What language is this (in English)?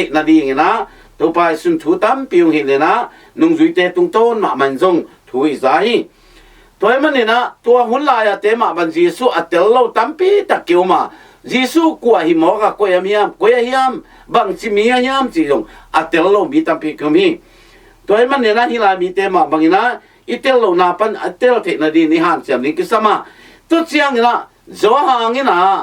Tedim Chin